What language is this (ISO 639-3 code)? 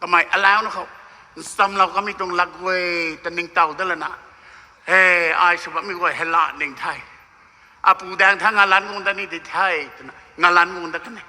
nbu